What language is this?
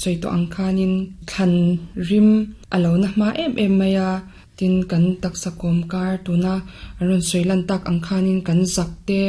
Mizo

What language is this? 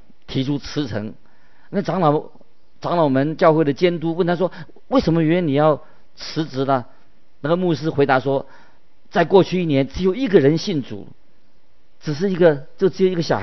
Chinese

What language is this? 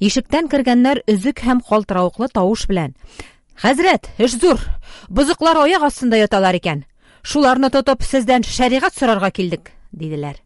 Tatar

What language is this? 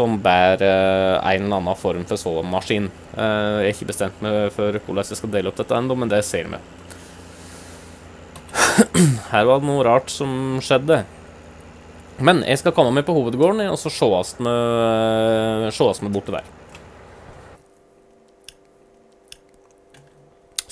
Norwegian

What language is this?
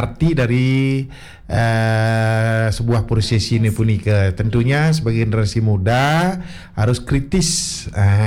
Balinese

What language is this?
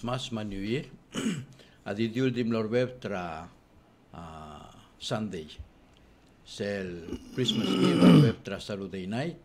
Palauan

